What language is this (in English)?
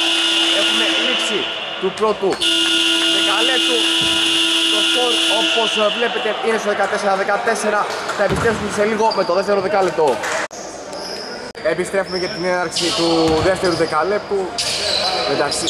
Greek